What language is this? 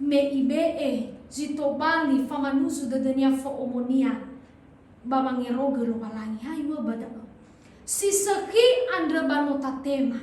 Nias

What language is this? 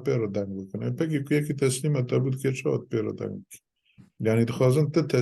Kurdish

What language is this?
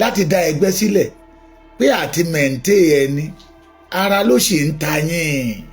Yoruba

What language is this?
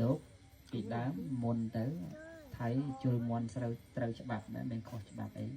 Khmer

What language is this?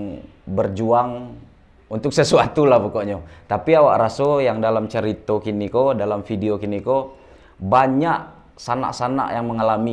Minangkabau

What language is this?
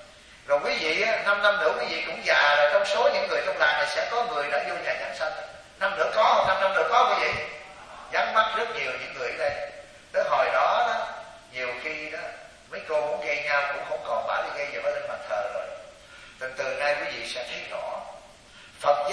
Vietnamese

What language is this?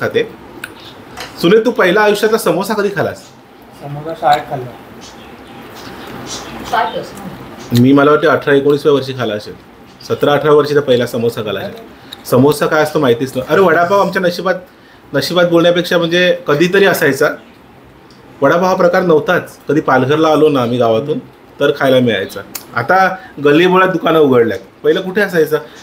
Marathi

